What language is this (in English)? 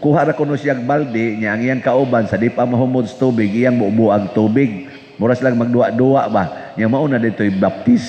Cebuano